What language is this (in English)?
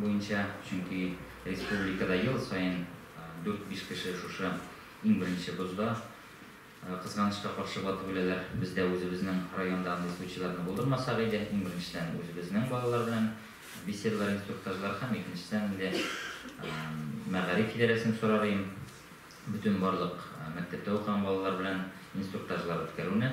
Tatar